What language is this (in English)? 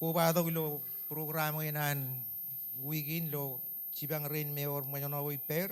Marshallese